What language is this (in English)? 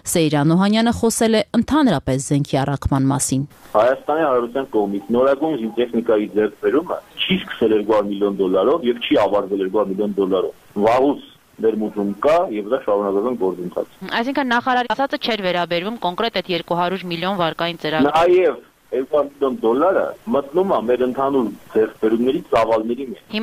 Armenian